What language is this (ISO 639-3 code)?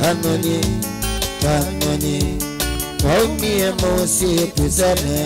kam